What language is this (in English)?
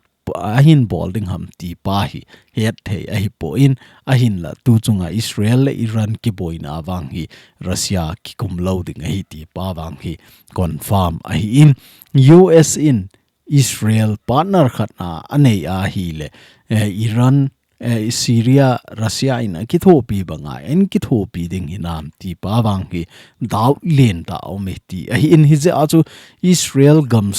Thado Chin